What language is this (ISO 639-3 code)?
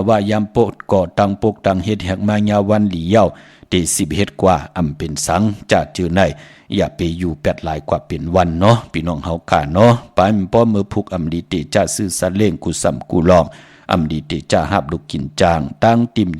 shn